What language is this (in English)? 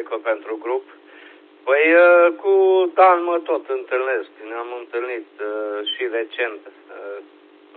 Romanian